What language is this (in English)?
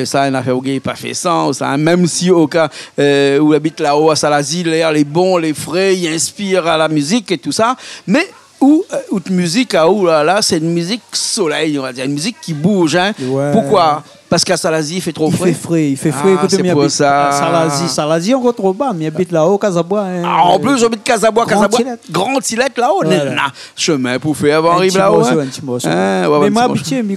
Réunion Creole French